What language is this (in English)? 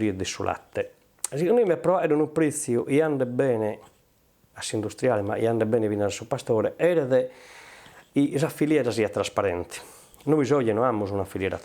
Sardinian